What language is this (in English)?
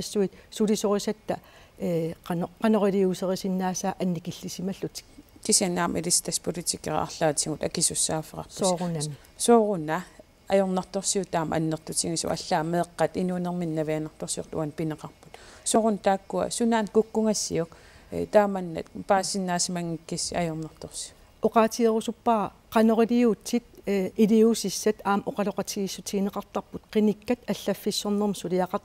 Kalaallisut